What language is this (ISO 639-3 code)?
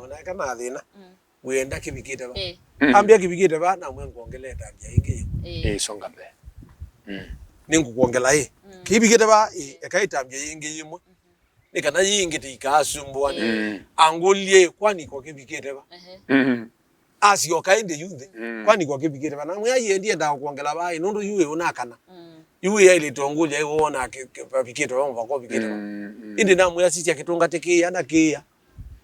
kam